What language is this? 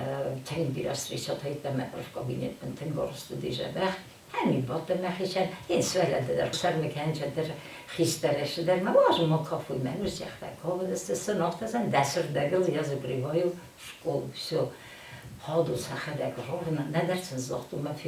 Ossetic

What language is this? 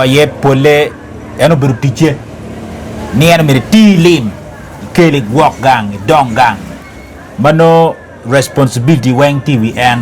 Acoli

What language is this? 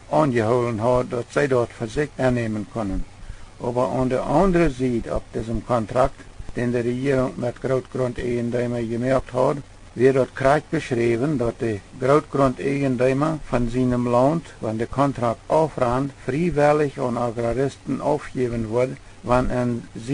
Plautdietsch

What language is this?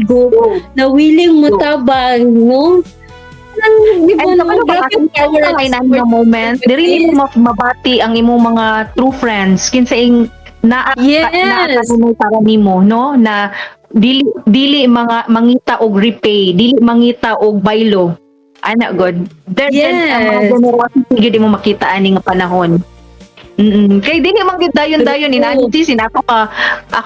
Cebuano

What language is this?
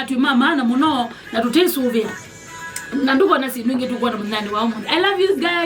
Kamba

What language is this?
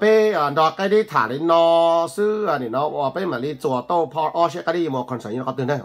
Hmong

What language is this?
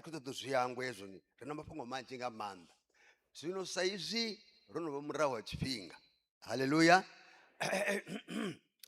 Venda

